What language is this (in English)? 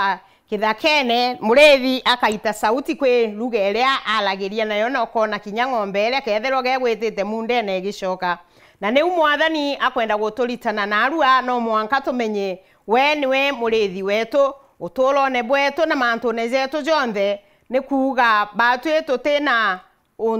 Meru